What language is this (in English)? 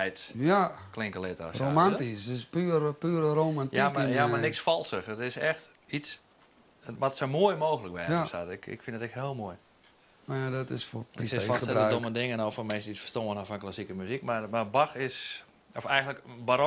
Western Frisian